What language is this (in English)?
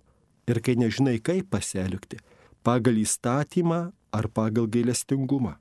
Lithuanian